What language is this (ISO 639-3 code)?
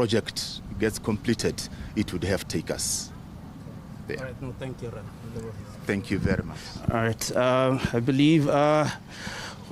tsn